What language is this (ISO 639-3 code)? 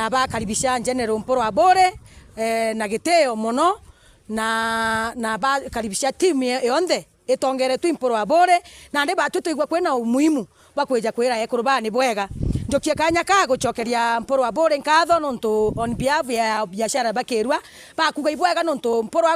mer